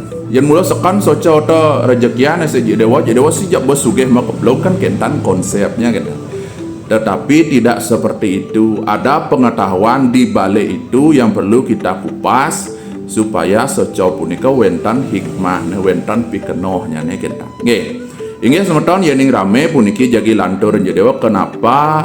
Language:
Balinese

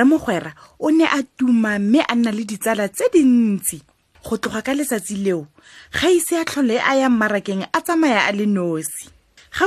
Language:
Tswana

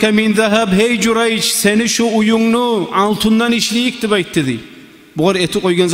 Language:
Kumyk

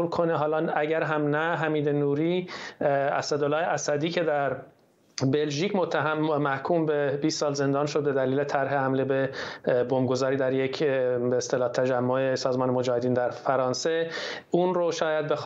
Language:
Persian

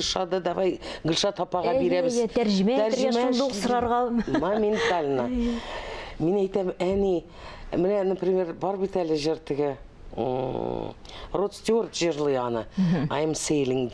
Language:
Tatar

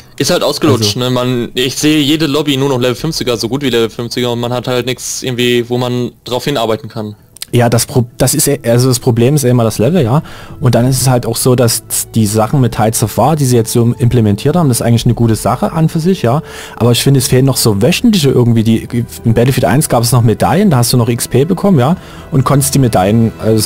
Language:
German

